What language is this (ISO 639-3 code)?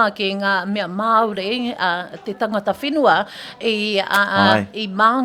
mri